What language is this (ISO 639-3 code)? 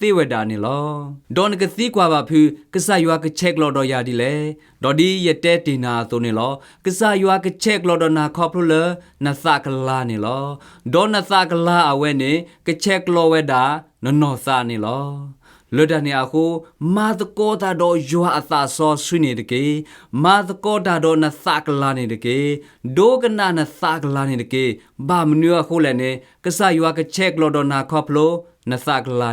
ksw